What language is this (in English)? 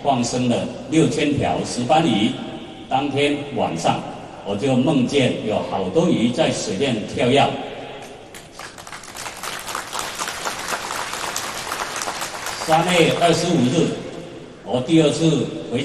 Chinese